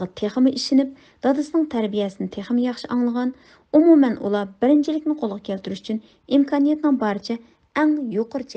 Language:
Uyghur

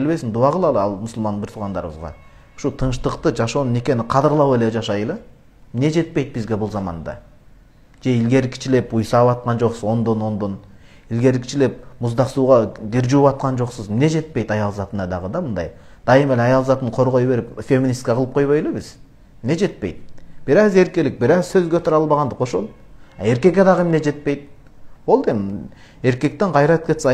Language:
Kyrgyz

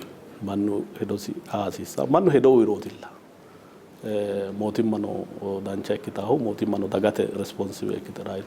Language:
Sidamo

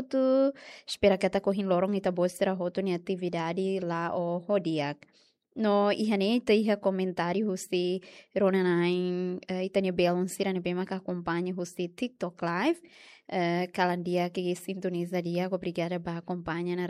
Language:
Tetum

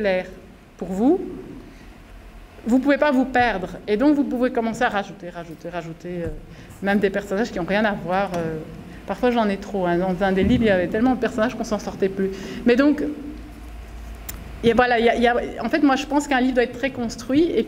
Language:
French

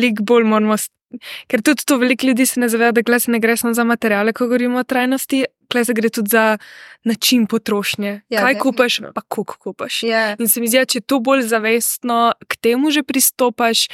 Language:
Slovenian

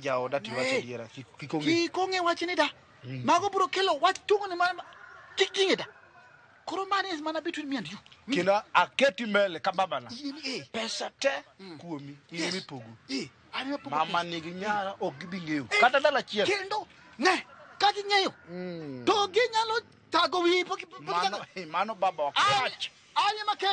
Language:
Luo (Kenya and Tanzania)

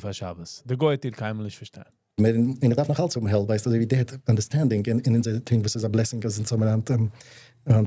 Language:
Yiddish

